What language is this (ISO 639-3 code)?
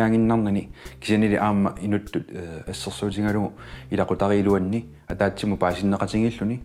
kal